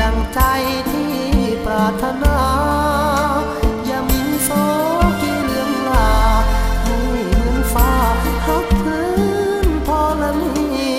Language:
Lao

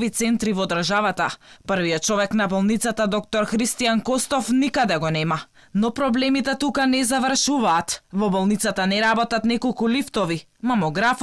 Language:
Macedonian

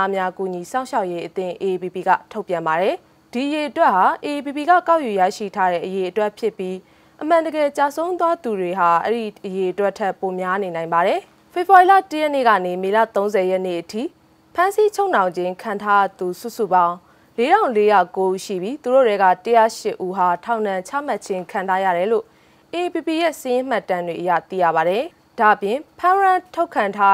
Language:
Burmese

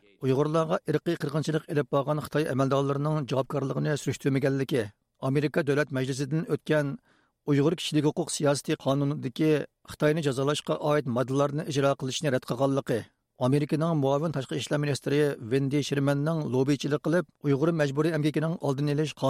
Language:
Uyghur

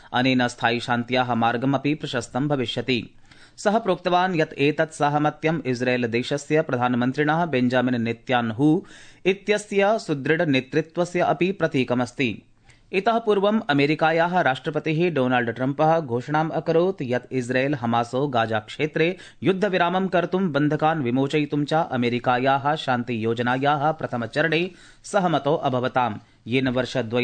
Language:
Sanskrit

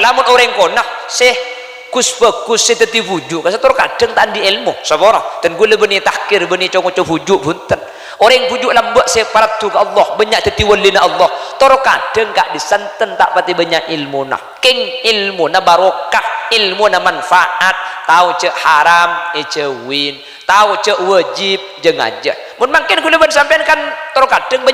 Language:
Madurese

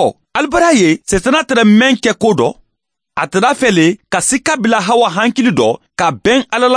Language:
Mandingo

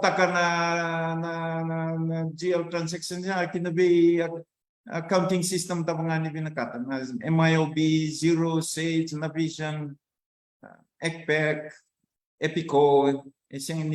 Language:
Fijian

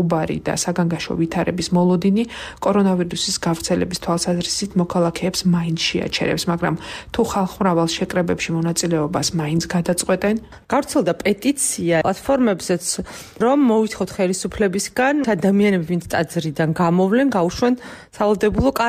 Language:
Georgian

